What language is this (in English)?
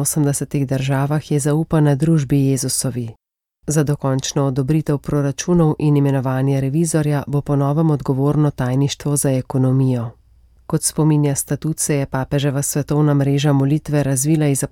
Slovenian